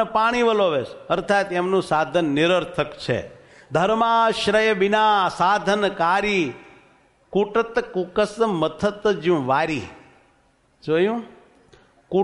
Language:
Gujarati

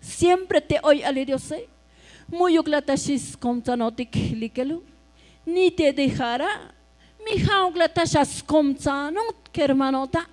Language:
Tzotzil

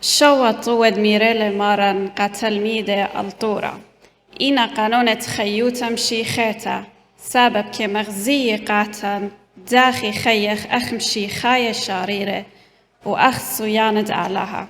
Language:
Assyrian Neo-Aramaic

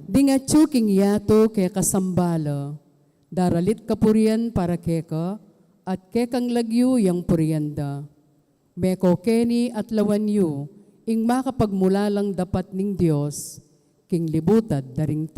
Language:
Pampanga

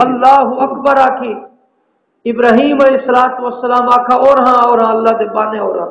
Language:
Saraiki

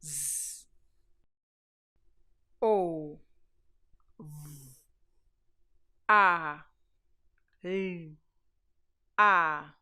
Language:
Nyanja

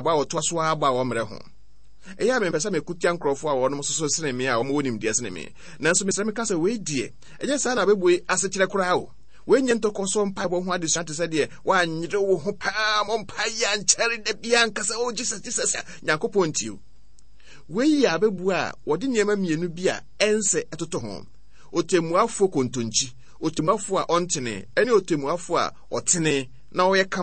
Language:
Akan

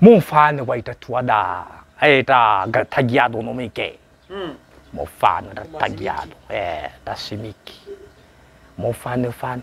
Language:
Nias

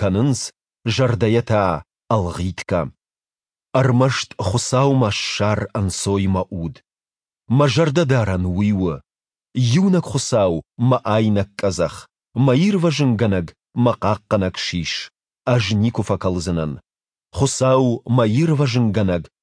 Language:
Ossetic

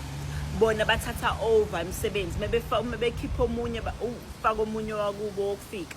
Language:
Zulu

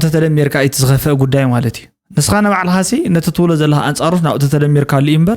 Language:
Tigrinya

